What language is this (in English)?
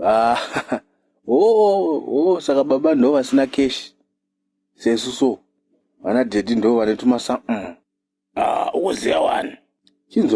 Shona